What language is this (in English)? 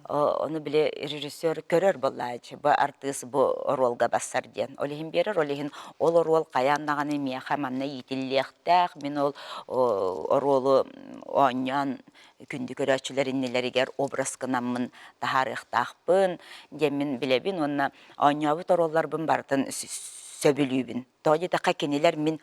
Yakut